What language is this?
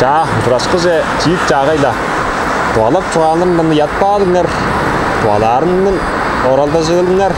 Tuvinian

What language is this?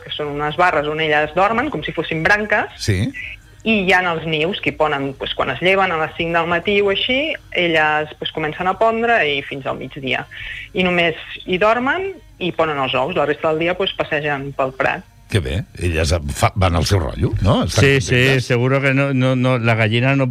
Catalan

